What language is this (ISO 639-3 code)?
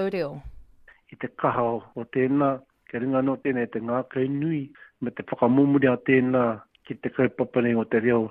mri